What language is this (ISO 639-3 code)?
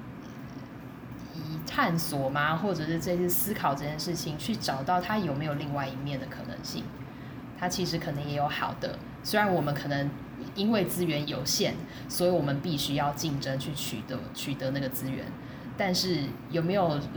zho